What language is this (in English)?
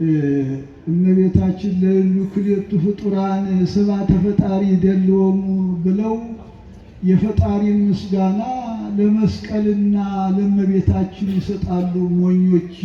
Amharic